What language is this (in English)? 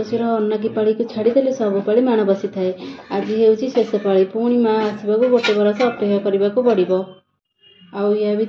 Odia